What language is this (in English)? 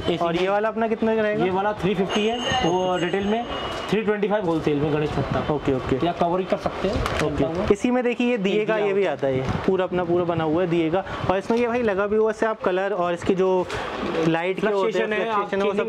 Hindi